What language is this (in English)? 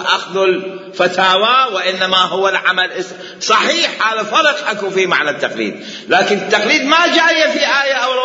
Mesopotamian Arabic